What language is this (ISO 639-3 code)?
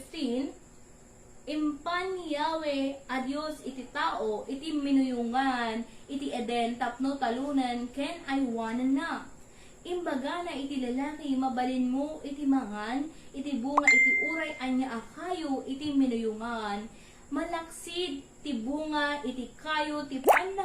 ilo